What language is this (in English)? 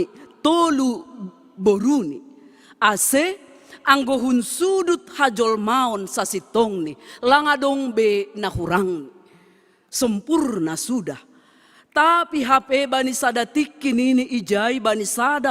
Batak Simalungun